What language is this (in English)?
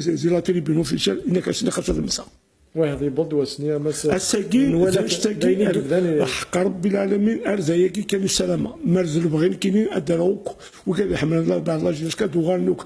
Kabyle